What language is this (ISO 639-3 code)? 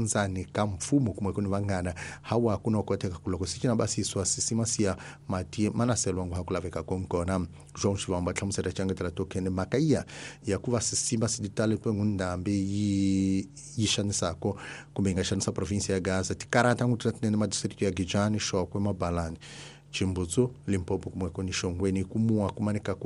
tso